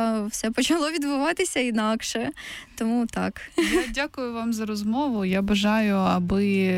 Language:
Ukrainian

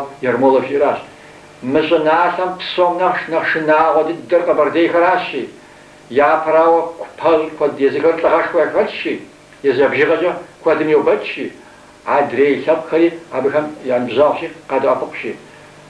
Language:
Kabardian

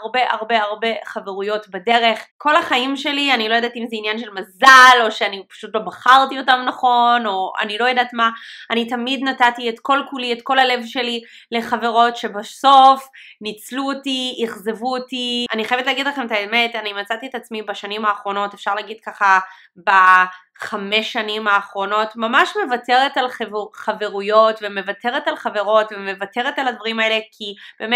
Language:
Hebrew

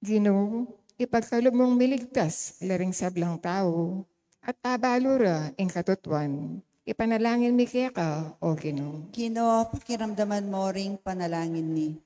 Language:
Pampanga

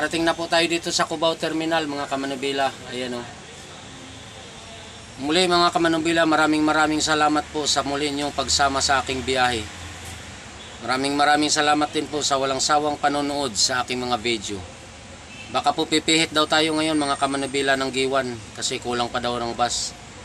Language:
Filipino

